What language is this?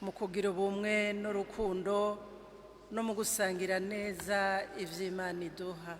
Rundi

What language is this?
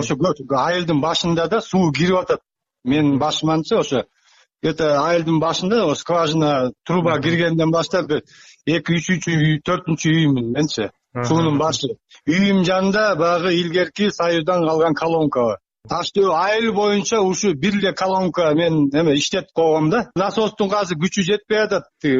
Kyrgyz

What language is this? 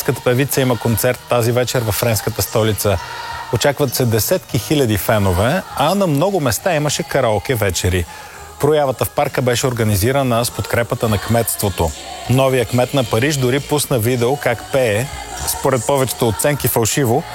Bulgarian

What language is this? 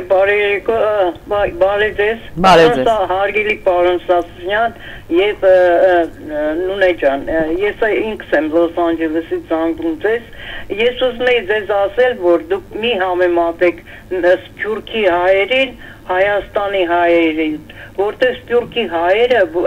Armenian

